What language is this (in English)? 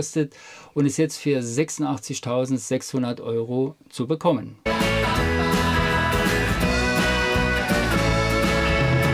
German